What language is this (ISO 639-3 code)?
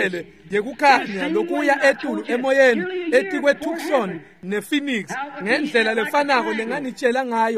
ssw